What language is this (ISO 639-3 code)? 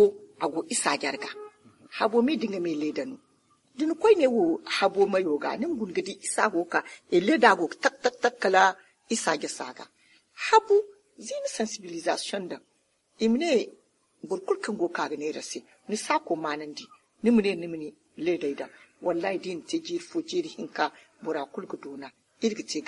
dje